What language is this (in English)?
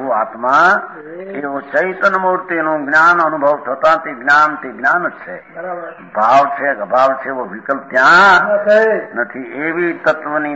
Gujarati